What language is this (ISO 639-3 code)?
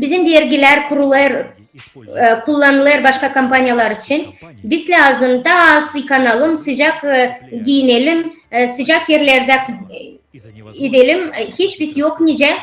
gag